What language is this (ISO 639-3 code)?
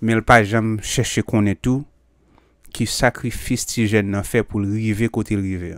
hat